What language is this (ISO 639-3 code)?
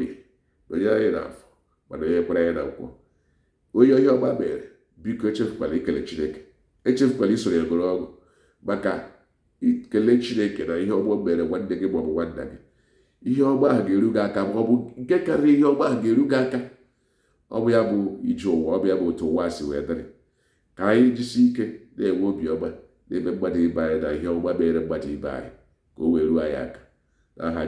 ibo